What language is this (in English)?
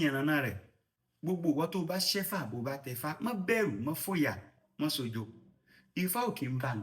Yoruba